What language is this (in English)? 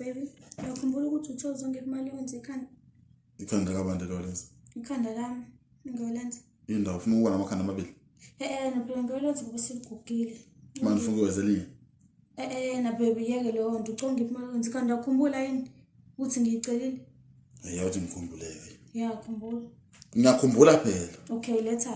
Zulu